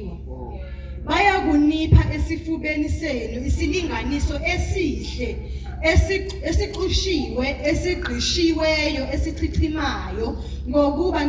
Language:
Zulu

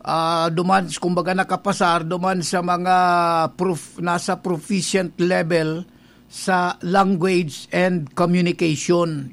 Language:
Bikol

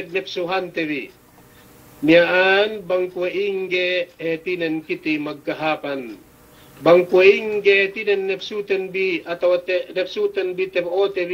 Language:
Yakan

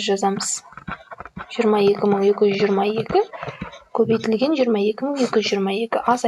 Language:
Kazakh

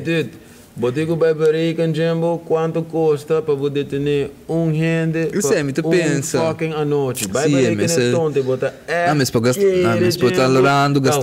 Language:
Papiamento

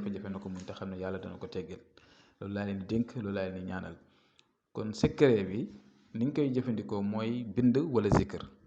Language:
Wolof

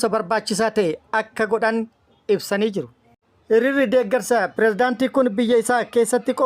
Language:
Oromo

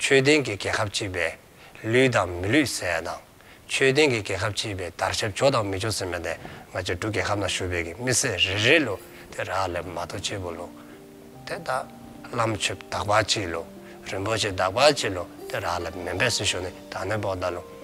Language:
Dzongkha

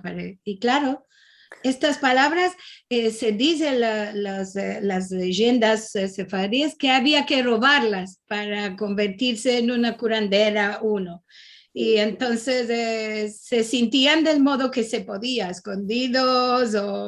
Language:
Ladino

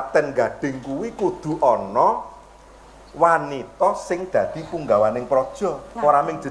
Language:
Javanese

